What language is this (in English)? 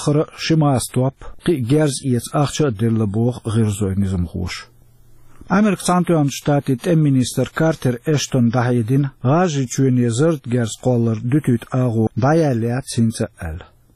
Chechen